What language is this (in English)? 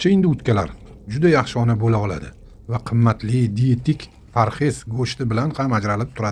Uzbek